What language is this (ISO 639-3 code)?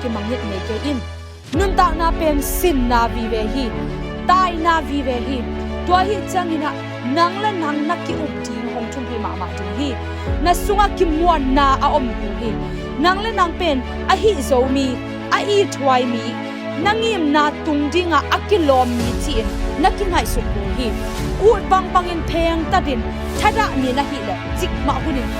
ctd